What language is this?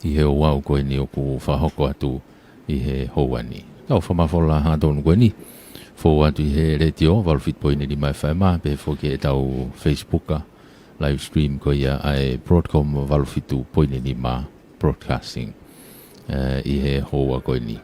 Tongan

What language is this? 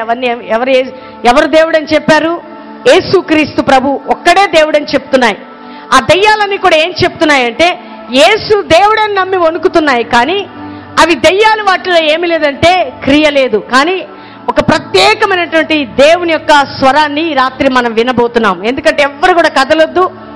Telugu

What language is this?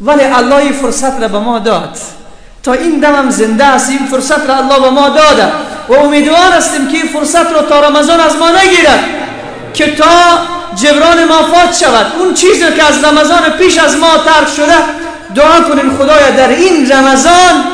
Persian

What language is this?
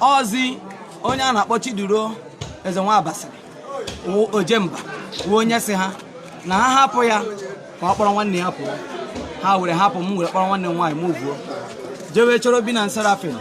Igbo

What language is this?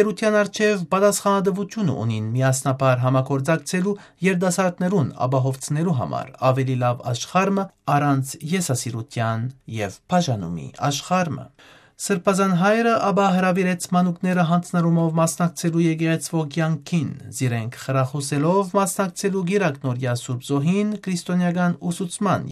Western Armenian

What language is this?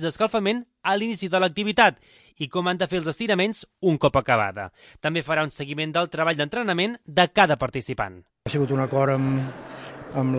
Catalan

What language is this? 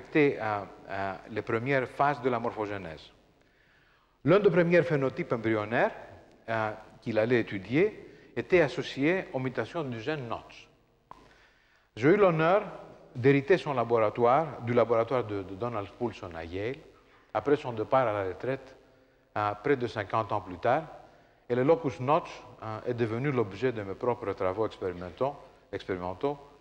French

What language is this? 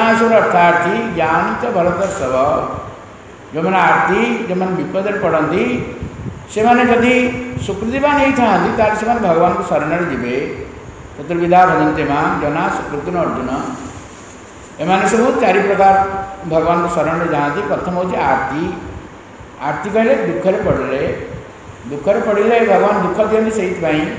Odia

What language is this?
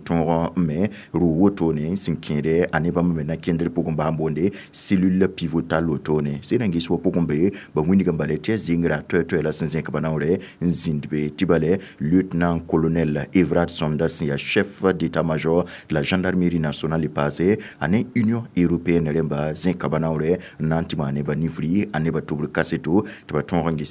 Mossi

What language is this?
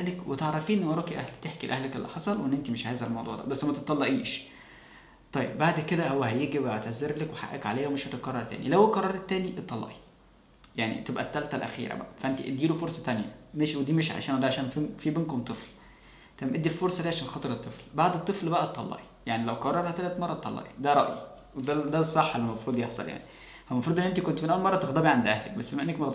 Egyptian Arabic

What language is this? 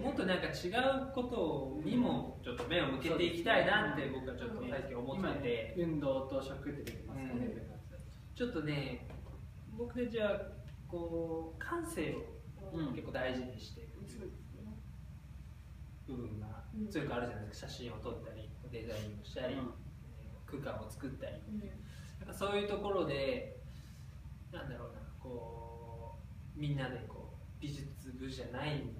Japanese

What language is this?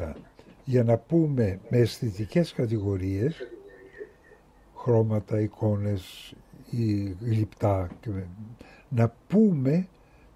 Greek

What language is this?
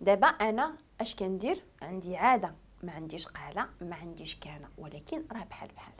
Moroccan Arabic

